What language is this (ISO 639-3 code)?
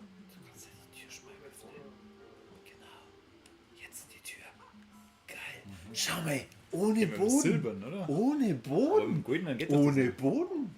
bar